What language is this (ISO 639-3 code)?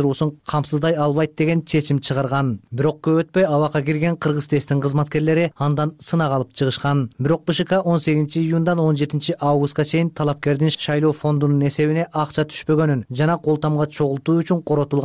kir